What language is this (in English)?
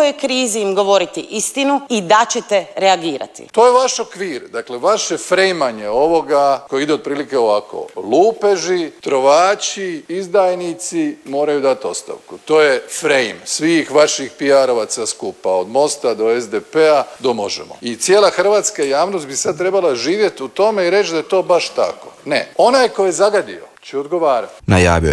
Croatian